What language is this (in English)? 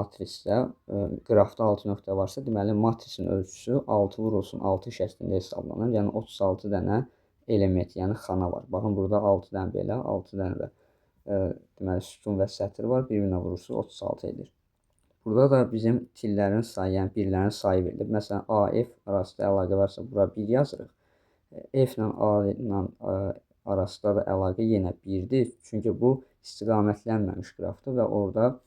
Azerbaijani